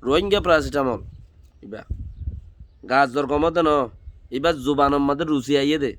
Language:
Rohingya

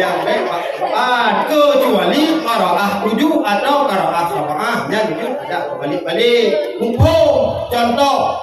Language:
Achinese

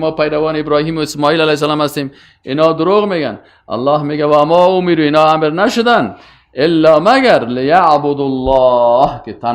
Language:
Persian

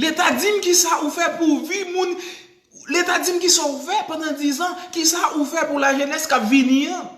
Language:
Haitian Creole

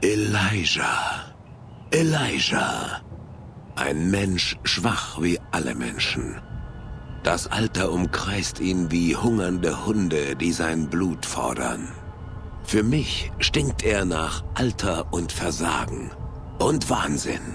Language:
Bavarian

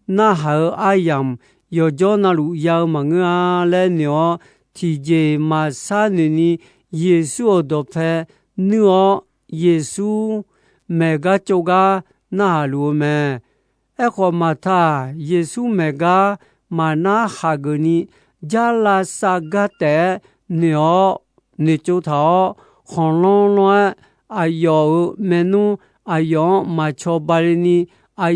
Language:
Akha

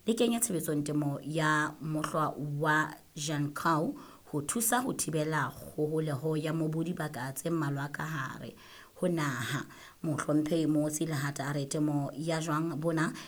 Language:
Southern Sotho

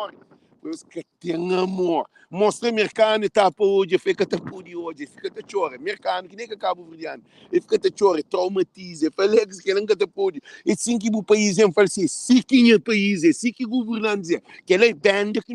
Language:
Kabuverdianu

